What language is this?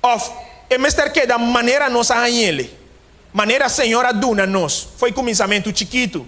Papiamento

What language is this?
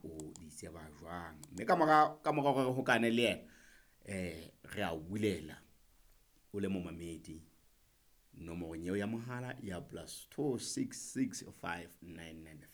Southern Sotho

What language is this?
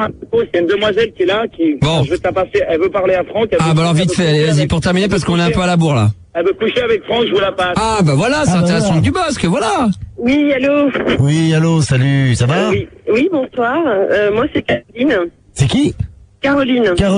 French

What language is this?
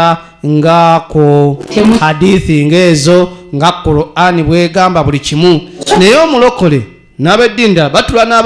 Ganda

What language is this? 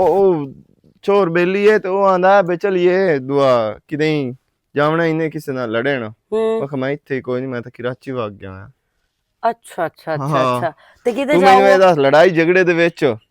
Western Panjabi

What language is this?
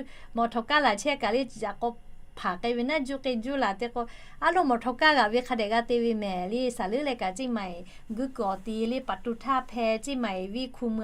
Lahu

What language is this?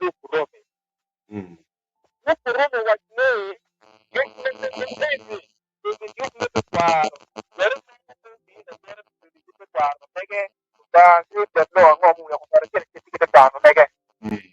Acoli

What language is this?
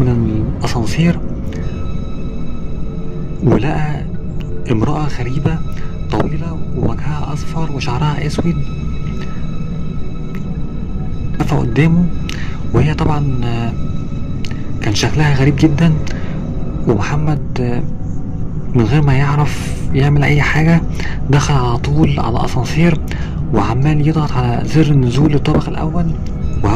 Egyptian Arabic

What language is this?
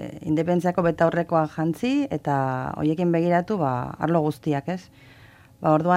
Basque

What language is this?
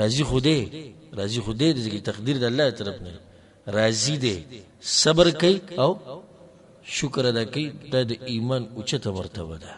Pashto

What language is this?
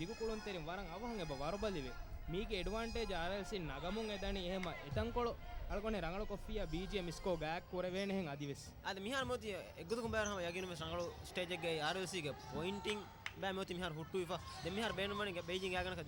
Divehi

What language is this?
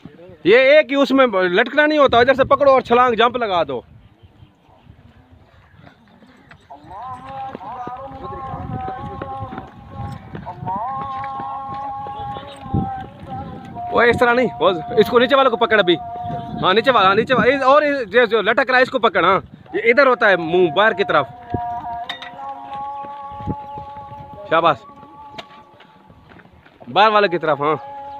Hindi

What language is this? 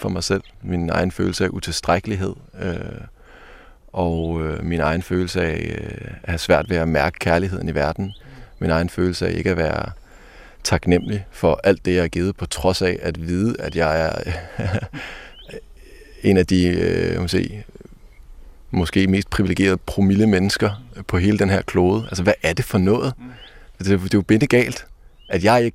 Danish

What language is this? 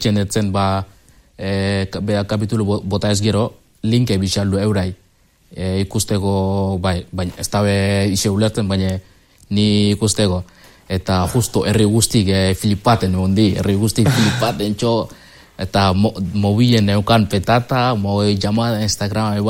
Basque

